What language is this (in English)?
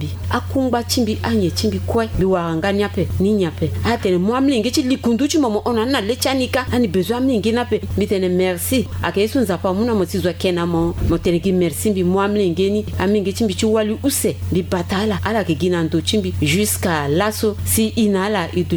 Sango